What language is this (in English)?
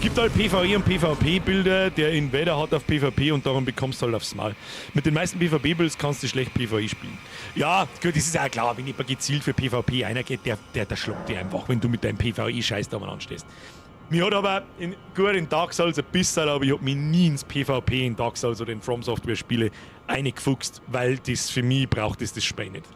Bavarian